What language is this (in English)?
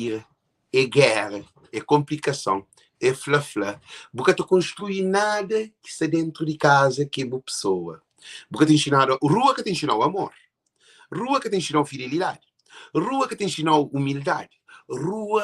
Kabuverdianu